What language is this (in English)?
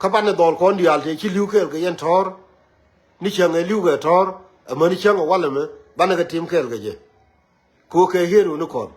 Nuer